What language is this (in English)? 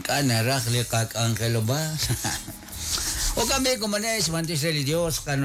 Kekchí